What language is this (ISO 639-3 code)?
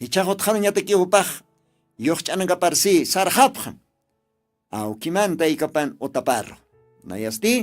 aym